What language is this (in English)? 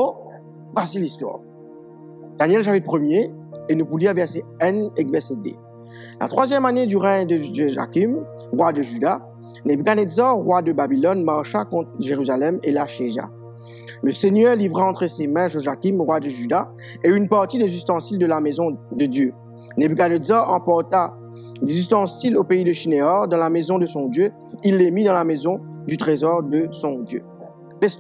Morisyen